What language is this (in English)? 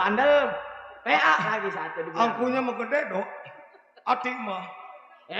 Betawi